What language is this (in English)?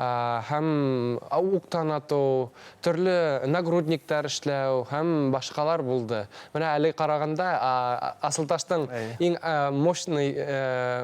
Bashkir